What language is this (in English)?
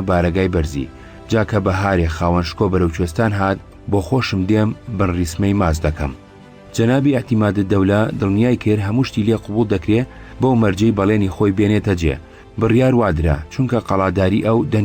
Central Kurdish